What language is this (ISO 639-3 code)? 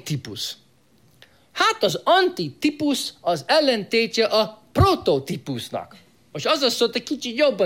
hun